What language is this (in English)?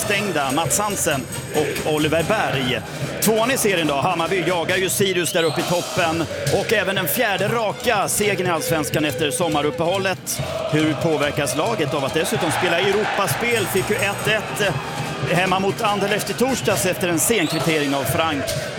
Swedish